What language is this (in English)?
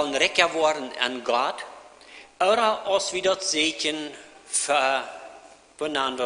Plautdietsch